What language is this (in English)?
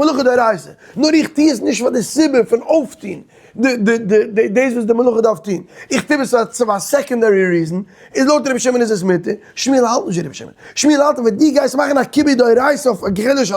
Yiddish